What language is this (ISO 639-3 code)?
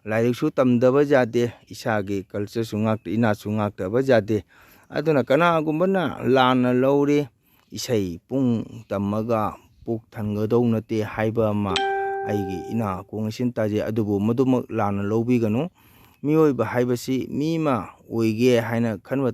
mni